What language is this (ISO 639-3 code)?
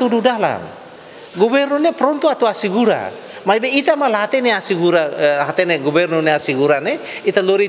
tet